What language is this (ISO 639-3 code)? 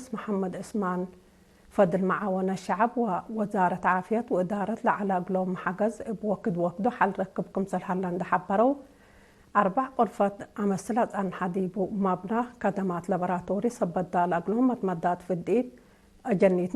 tig